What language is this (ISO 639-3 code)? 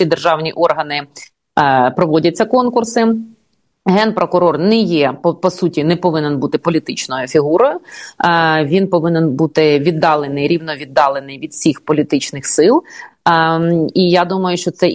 ukr